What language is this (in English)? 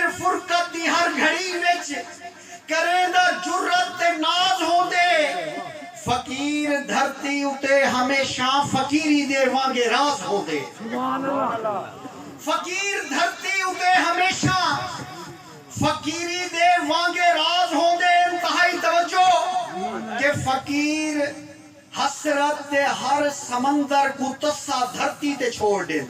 Saraiki